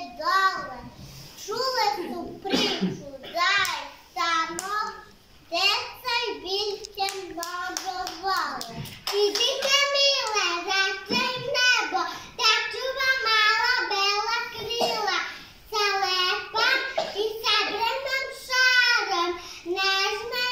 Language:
Serbian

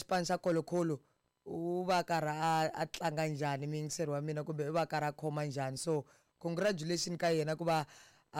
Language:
Tsonga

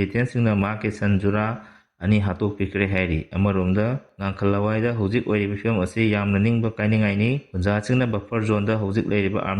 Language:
Manipuri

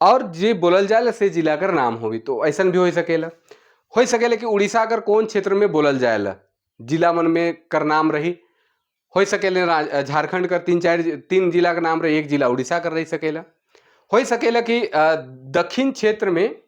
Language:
Sadri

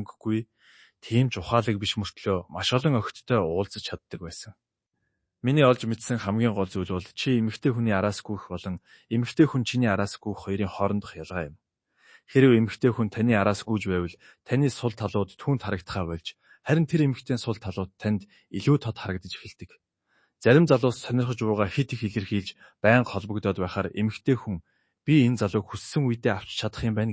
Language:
Mongolian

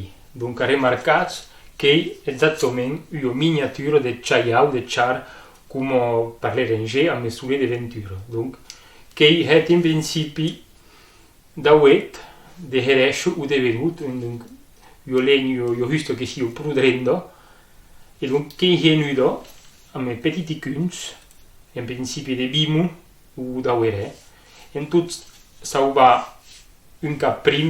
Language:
Occitan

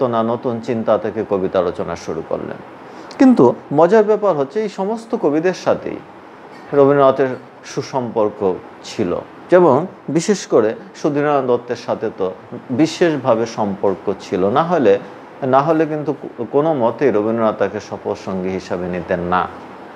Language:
Bangla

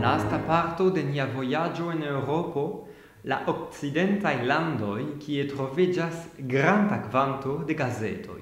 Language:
Esperanto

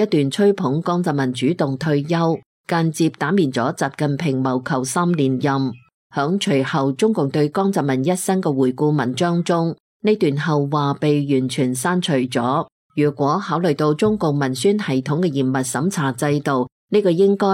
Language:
Cantonese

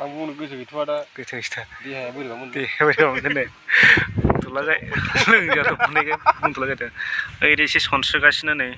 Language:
Bodo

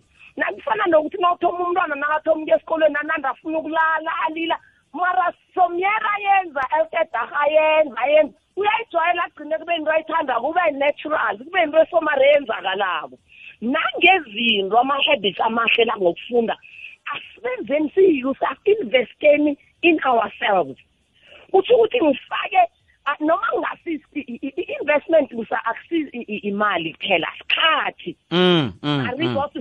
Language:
South Ndebele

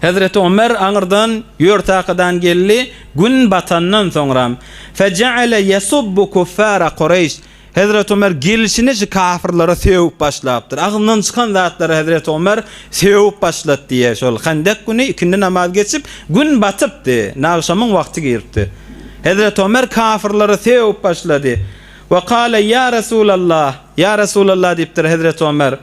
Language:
Turkmen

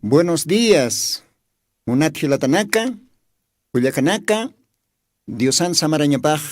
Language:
Aymara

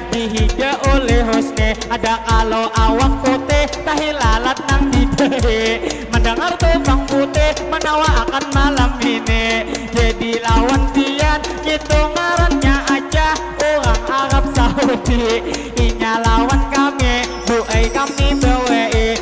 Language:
Banjar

